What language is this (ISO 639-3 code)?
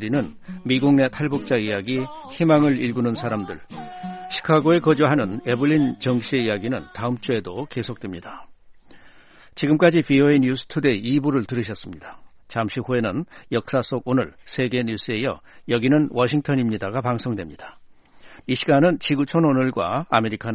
kor